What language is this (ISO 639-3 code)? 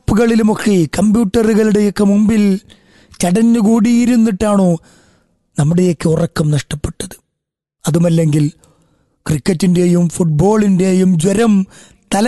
mal